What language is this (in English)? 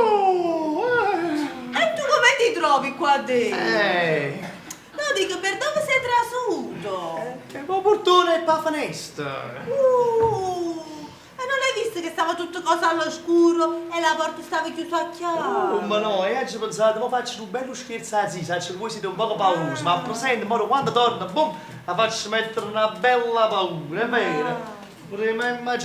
Neapolitan